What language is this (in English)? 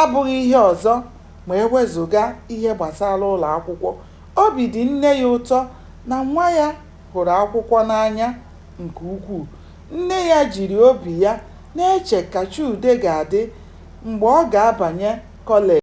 Igbo